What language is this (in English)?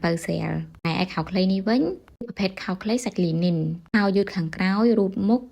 Khmer